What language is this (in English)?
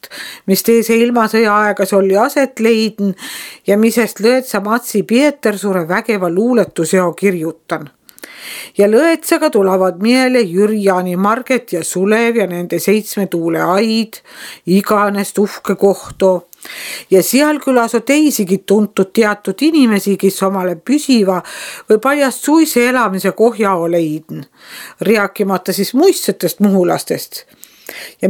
Estonian